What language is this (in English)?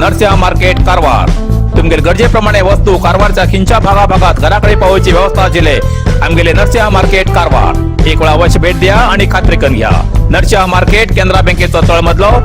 Konkani